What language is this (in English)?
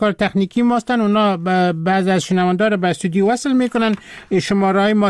Persian